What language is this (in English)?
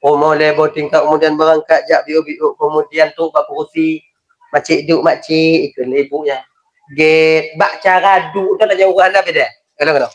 Achinese